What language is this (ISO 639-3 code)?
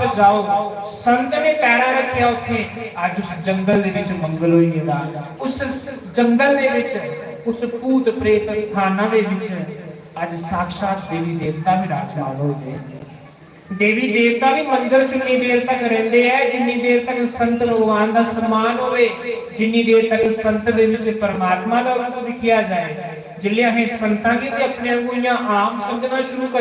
doi